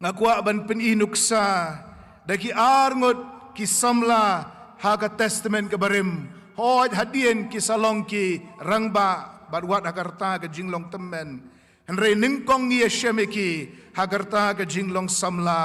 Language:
Khasi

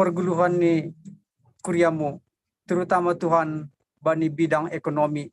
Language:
Batak Simalungun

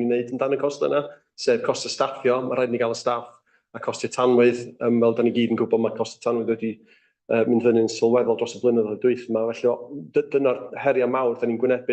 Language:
Welsh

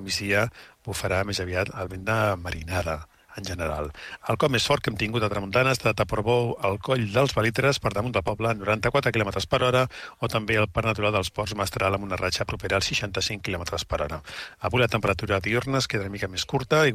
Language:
Catalan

